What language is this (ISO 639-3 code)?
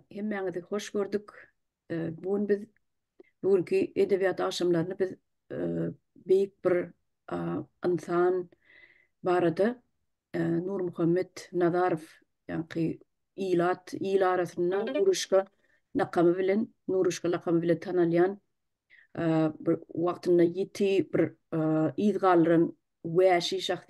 tuk